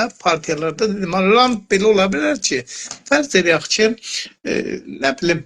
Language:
South Azerbaijani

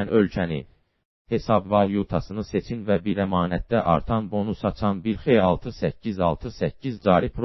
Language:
Azerbaijani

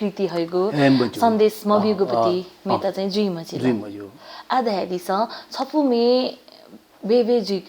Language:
Newari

